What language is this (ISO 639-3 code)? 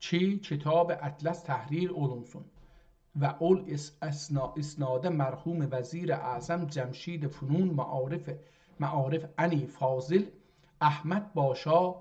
azb